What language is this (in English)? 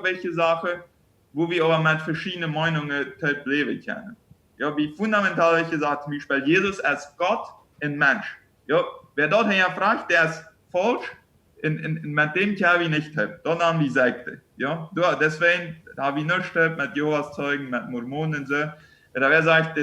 Plautdietsch